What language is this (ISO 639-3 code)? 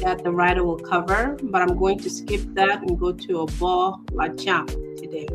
ach